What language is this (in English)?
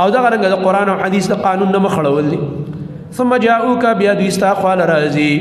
Pashto